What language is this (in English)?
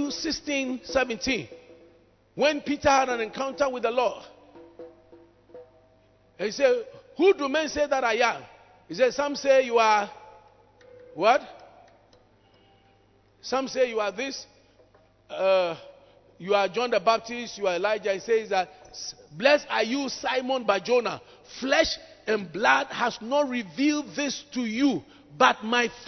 English